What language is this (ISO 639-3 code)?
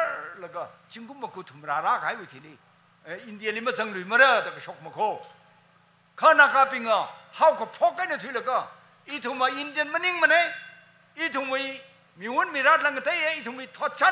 nmf